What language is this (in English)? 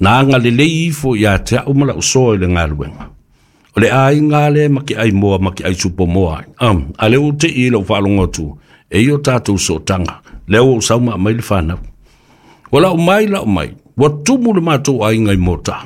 Samoan